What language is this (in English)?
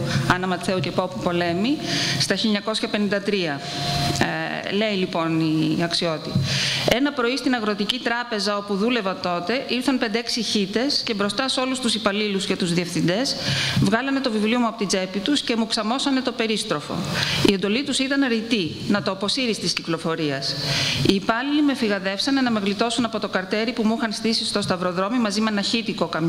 Greek